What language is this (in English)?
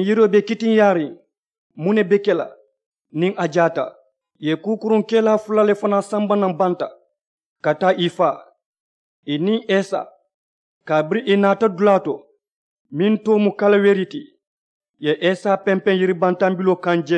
Mandingo